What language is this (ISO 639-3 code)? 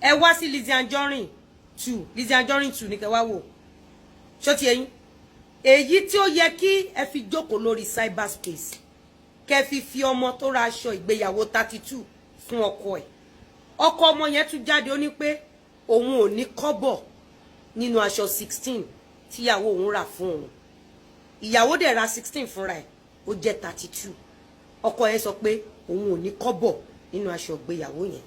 yor